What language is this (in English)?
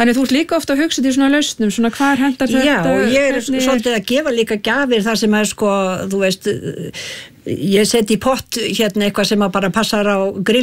Icelandic